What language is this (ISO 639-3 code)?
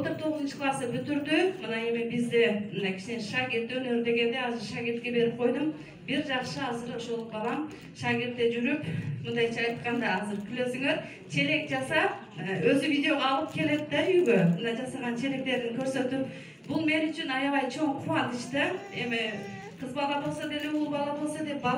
kir